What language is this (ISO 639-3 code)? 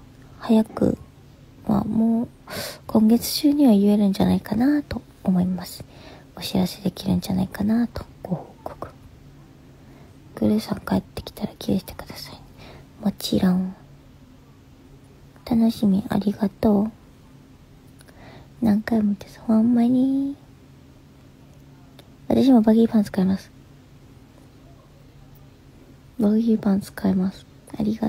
jpn